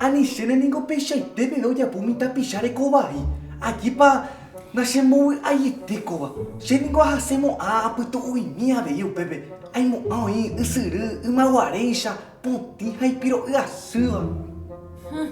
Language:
Guarani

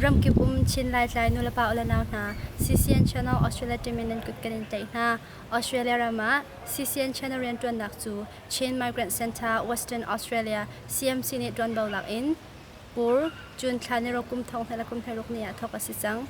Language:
Hakha Chin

